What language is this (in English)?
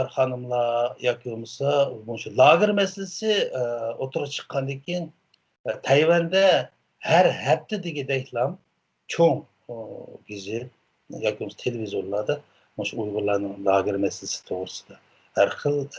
Uyghur